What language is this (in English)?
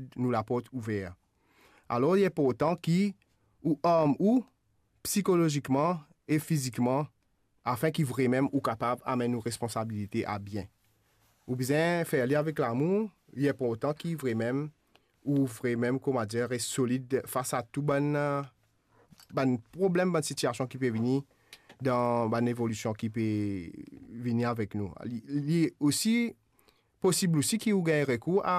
Morisyen